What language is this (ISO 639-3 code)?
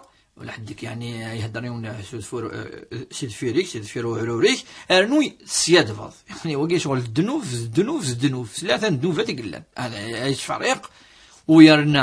kab